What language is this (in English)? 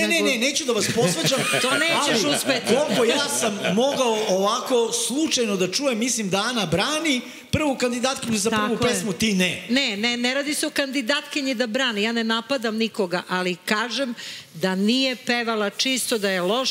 Serbian